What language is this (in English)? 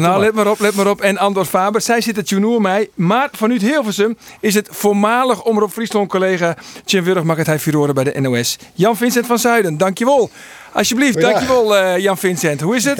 Western Frisian